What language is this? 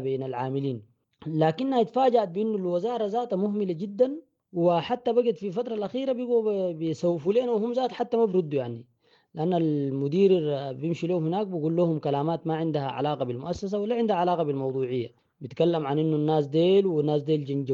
Sudanese Arabic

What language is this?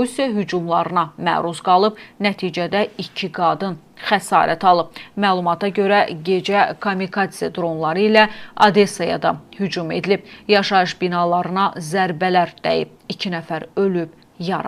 Azerbaijani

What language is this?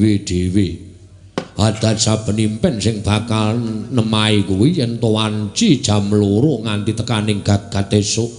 Javanese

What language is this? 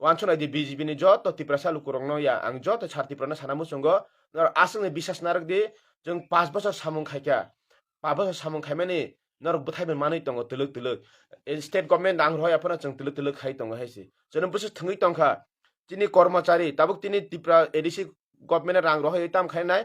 Kok Borok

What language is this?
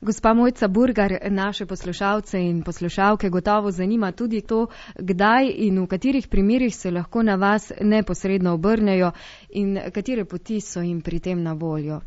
Slovenian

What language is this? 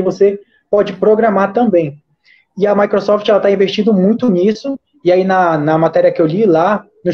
Portuguese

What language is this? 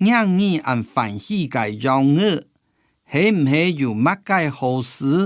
Hakka Chinese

